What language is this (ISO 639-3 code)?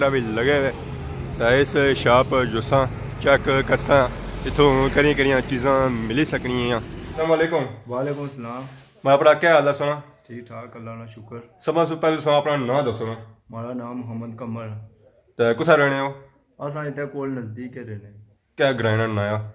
phr